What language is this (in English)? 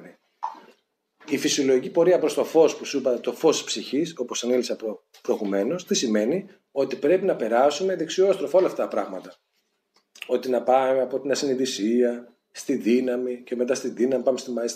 Greek